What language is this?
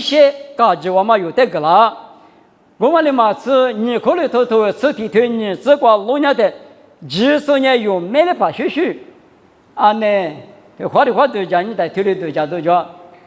Lisu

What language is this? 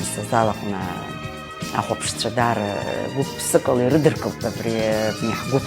Abkhazian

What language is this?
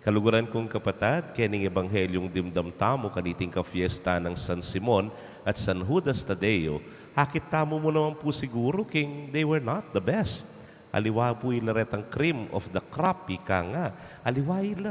Pampanga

